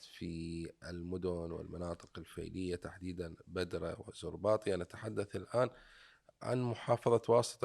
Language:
Mesopotamian Arabic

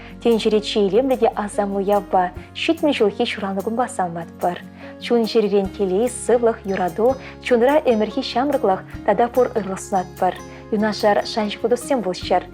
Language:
Chuvash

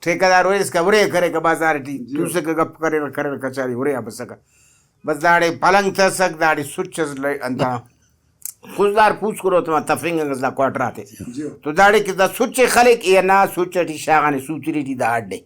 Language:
Brahui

